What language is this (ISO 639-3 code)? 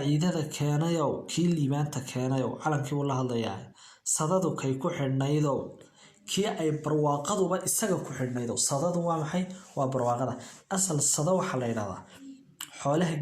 som